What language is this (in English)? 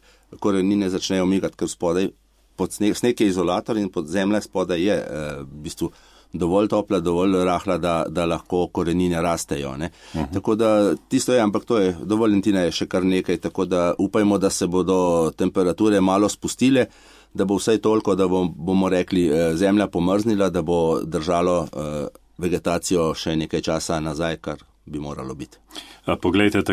Slovenian